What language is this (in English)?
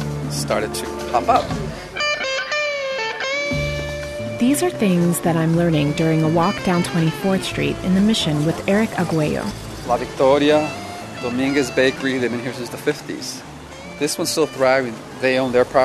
English